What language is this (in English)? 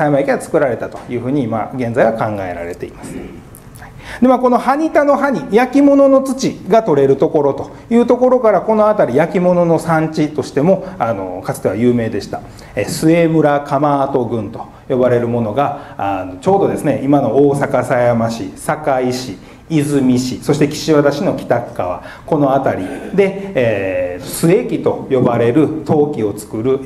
Japanese